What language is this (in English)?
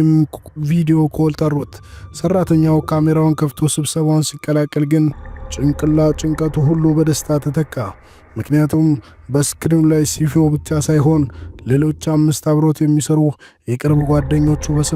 Amharic